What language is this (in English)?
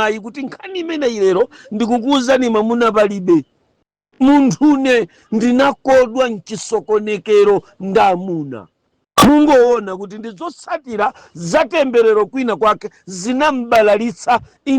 Nyanja